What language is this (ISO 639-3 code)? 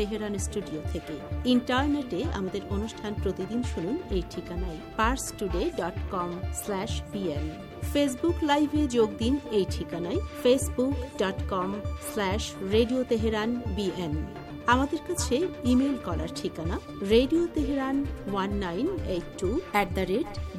ben